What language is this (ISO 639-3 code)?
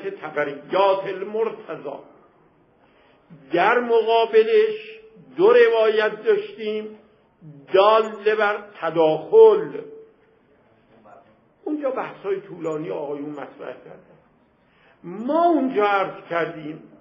fas